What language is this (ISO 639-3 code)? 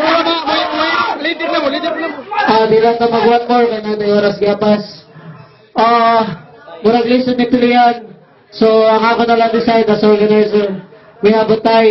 ceb